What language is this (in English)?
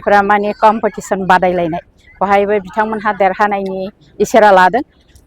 Bodo